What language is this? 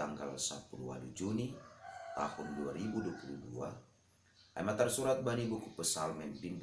Batak Simalungun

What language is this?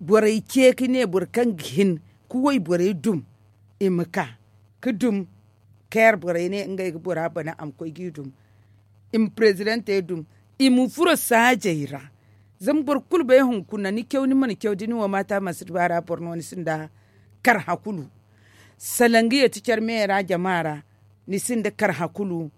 Zarma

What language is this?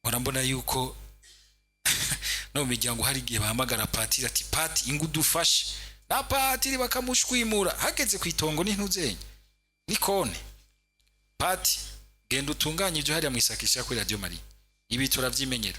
Rundi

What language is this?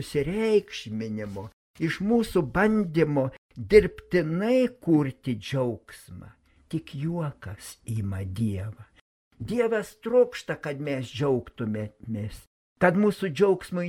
Lithuanian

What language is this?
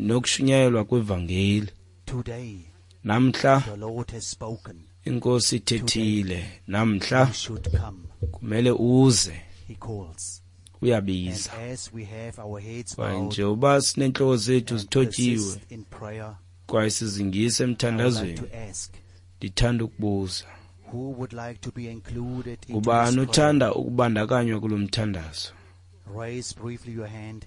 Xhosa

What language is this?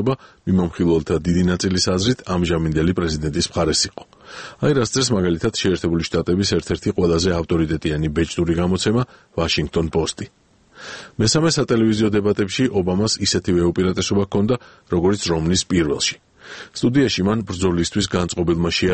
Georgian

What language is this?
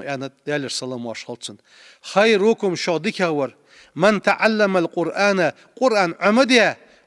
Ingush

